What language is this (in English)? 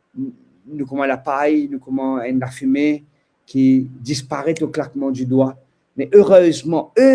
Morisyen